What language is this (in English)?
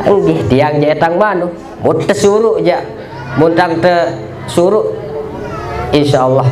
Sasak